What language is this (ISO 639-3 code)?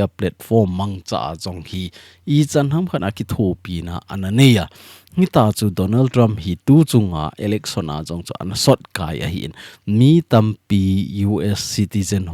tcz